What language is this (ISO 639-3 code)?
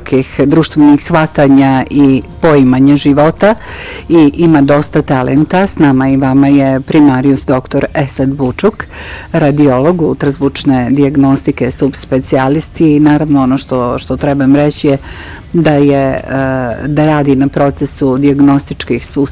bos